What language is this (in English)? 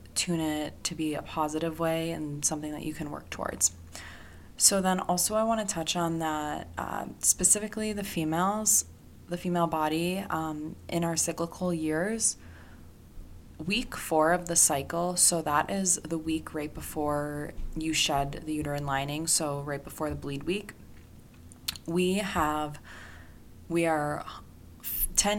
English